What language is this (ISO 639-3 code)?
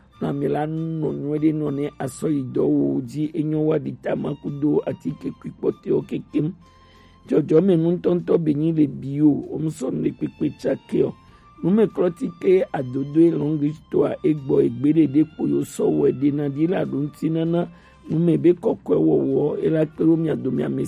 gej